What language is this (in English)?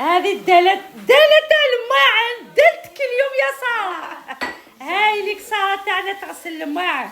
Algerian Arabic